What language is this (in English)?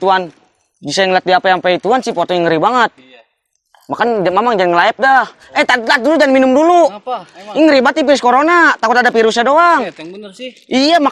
Betawi